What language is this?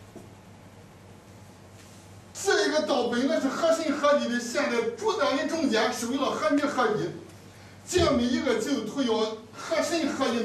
Chinese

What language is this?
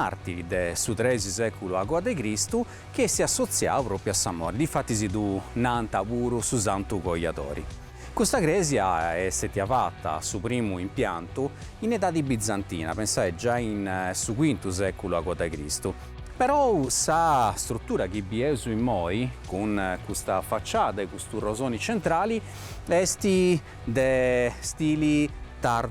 Sardinian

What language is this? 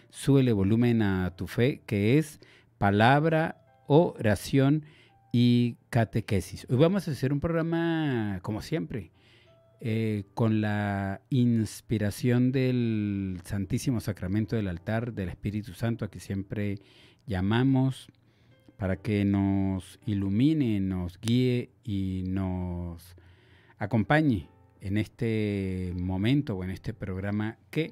Spanish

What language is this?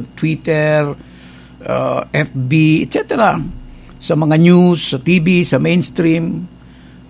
Bikol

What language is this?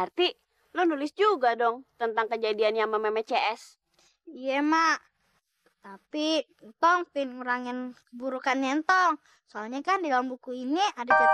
Betawi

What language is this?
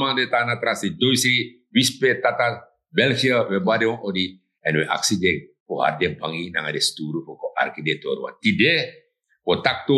Sranan Tongo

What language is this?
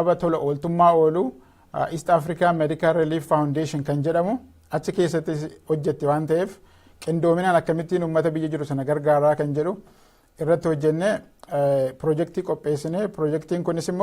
Oromo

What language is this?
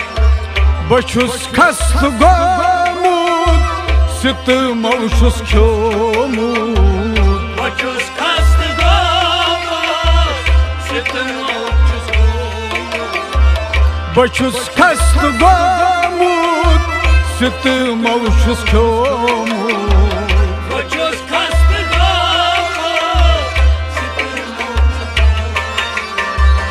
Kashmiri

